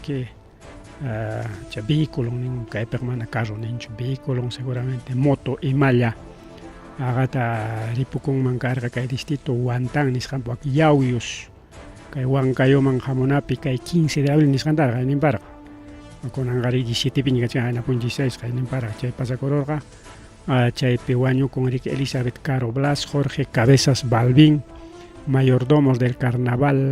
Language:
Ayacucho Quechua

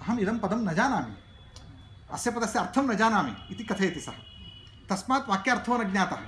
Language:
Sanskrit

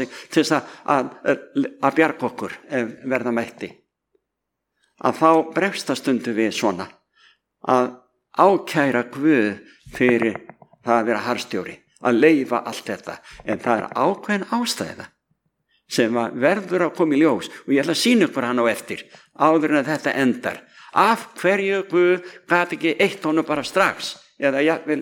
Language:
Icelandic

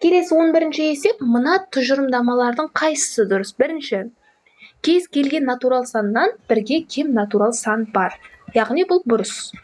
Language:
Kazakh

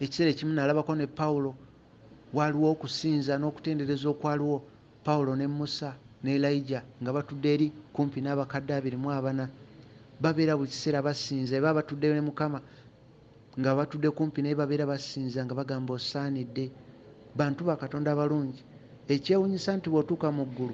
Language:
Ganda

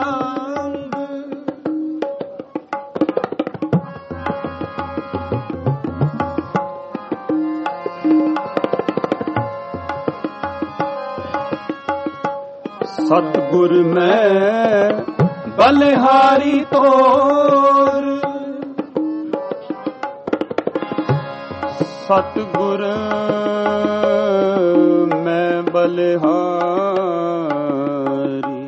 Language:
Punjabi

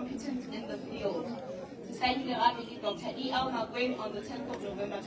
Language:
Northern Sotho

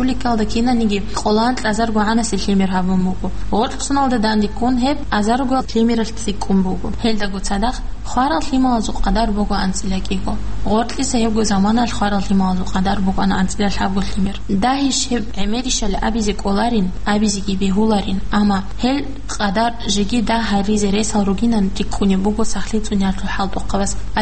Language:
Avaric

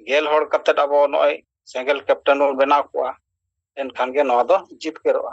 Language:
Santali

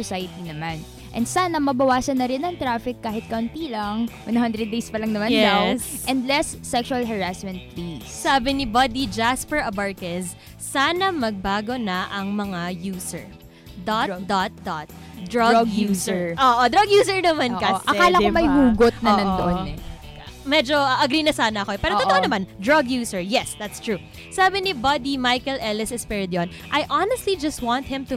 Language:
Filipino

